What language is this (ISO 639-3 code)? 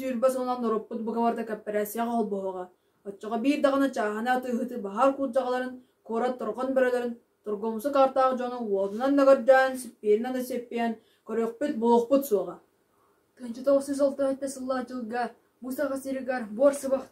sah